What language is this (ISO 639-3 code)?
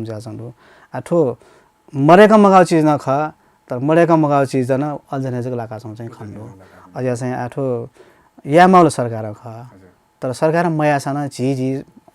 new